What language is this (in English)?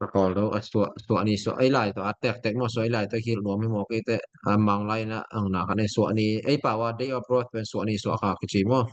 Tedim Chin